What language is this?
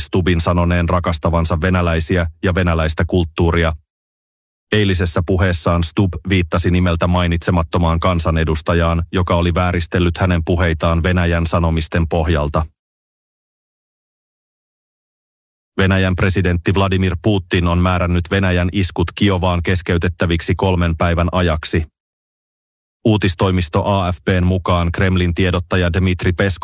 Finnish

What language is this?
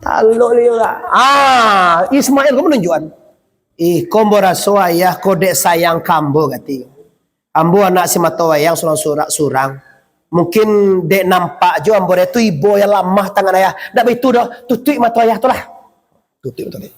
Minangkabau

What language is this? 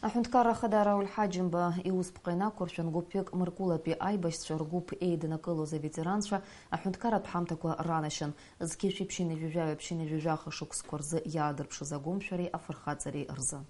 Abkhazian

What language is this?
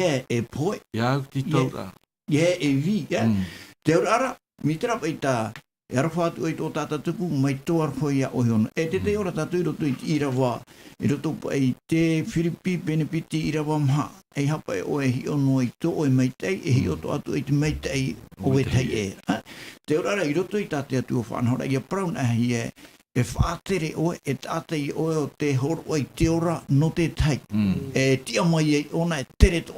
Tahitian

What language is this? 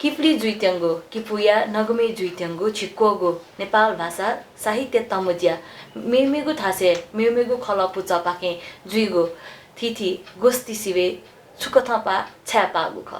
Newari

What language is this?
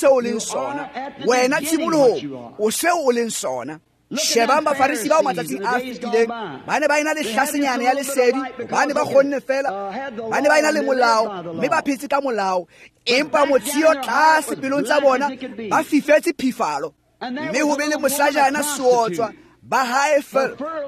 Tswana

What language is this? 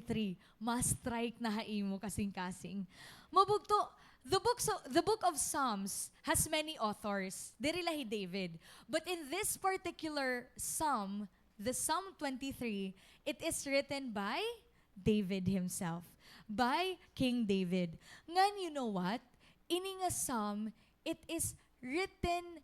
Waray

